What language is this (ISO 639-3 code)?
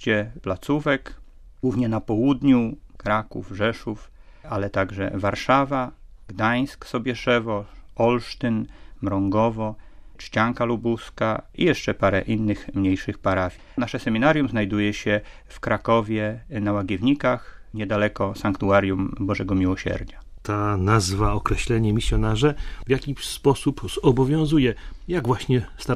pol